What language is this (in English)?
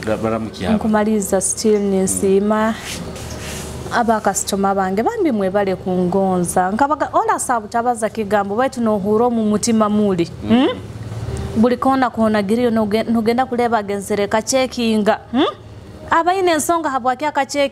Nyoro